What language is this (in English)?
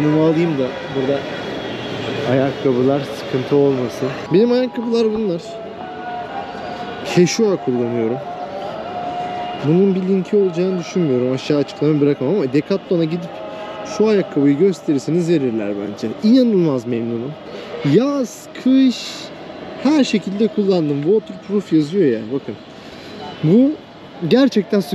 Turkish